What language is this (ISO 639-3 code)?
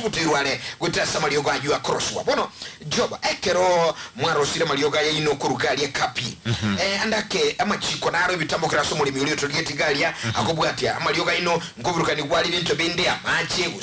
guz